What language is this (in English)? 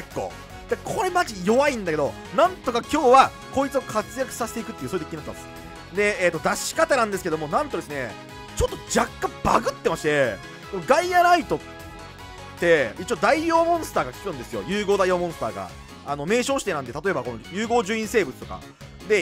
Japanese